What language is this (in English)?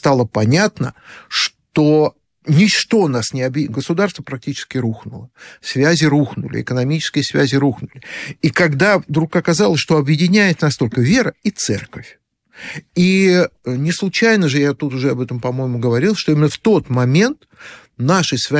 Russian